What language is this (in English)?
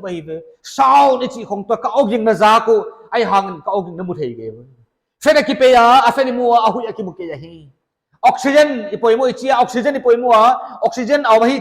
Paite Chin